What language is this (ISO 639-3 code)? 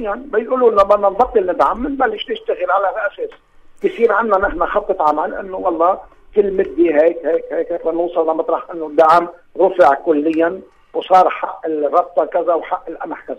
apc